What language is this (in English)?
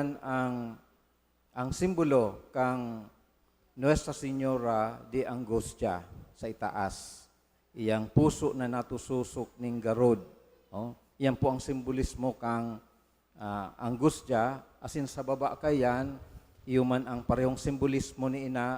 Bikol